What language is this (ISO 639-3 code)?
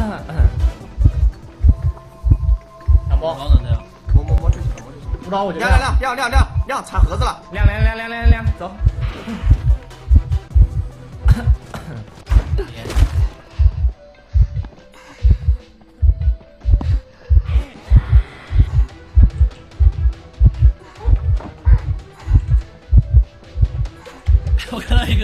zho